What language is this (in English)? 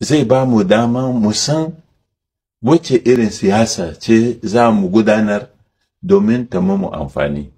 Hausa